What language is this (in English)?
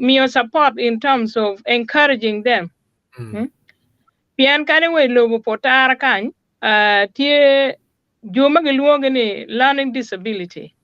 Acoli